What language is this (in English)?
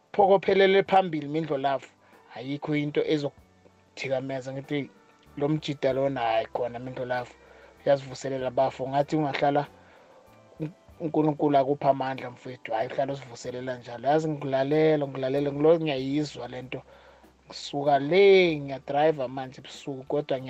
South Ndebele